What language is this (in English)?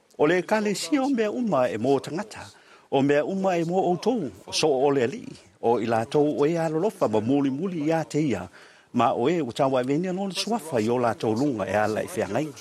Samoan